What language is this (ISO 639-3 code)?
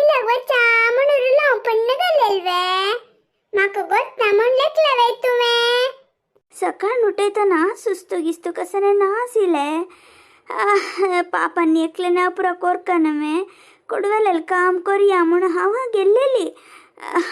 kok